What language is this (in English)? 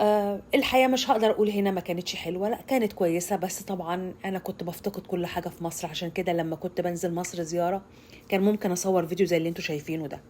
Egyptian Arabic